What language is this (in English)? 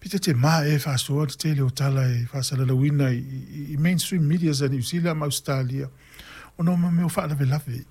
Samoan